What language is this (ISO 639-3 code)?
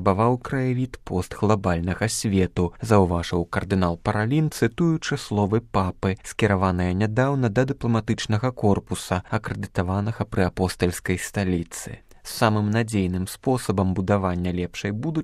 bel